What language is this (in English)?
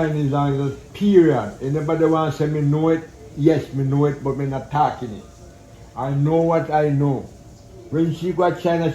Jamaican Creole English